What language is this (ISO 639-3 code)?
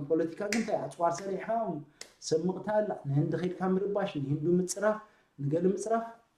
tir